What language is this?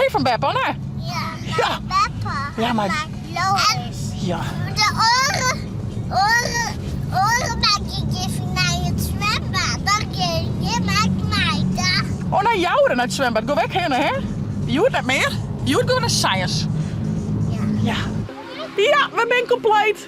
Western Frisian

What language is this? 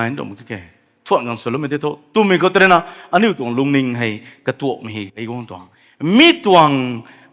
Rongmei Naga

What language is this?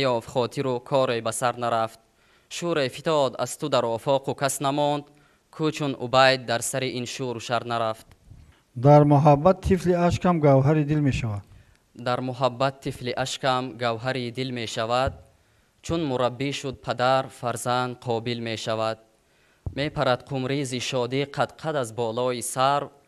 Tajik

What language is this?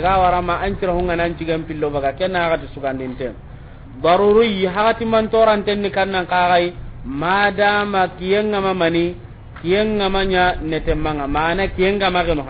Soninke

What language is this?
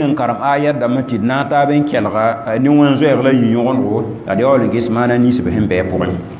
Mossi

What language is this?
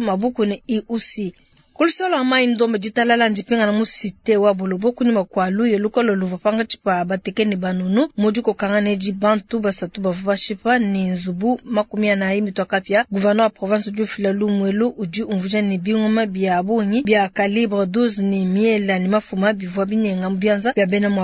Luba-Lulua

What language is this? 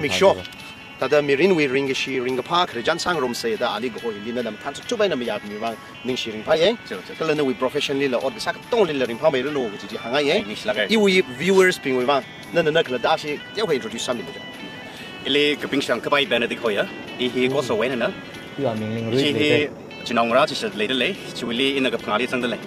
Tangkhul Naga (India)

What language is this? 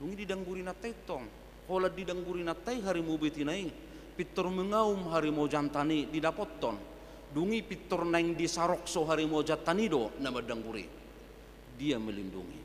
Batak Toba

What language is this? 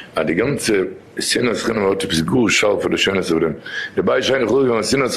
Yiddish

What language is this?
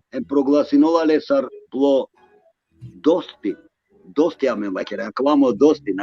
Balkan Romani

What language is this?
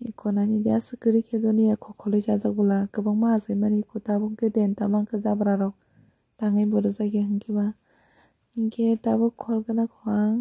Kok Borok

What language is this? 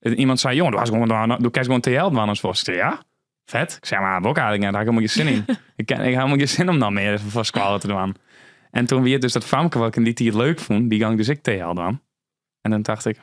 Western Frisian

